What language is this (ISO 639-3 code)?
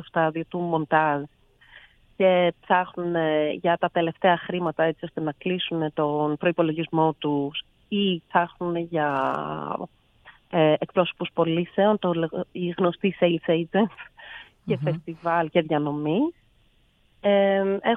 ell